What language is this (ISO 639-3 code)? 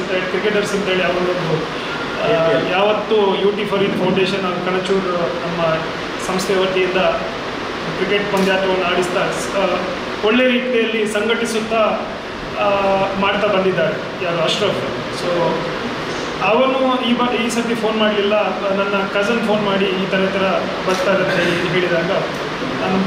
kan